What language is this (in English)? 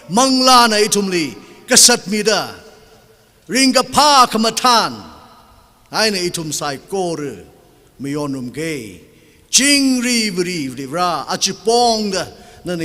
Tangkhul Naga (India)